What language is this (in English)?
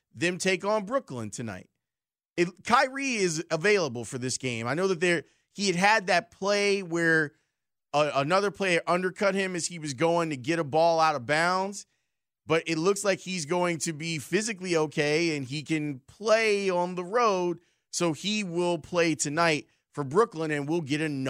English